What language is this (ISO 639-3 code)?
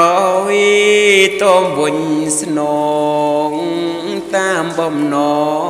khm